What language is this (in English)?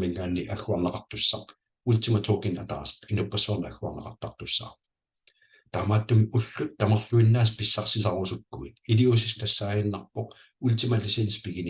Kalaallisut